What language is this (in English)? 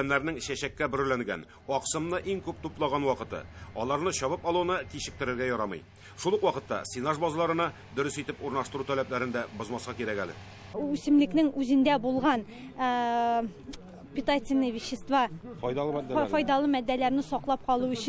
Tatar